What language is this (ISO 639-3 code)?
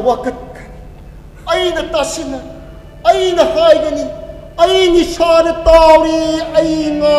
mni